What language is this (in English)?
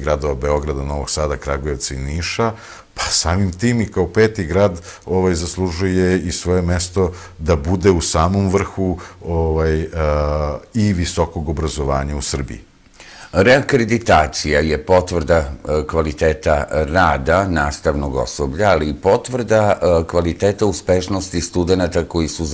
Serbian